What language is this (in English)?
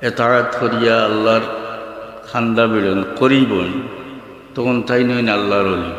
Sylheti